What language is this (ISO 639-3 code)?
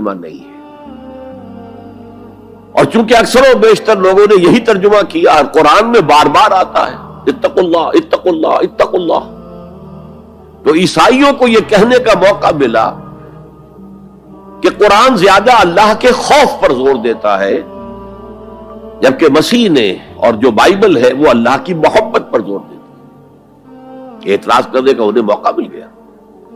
urd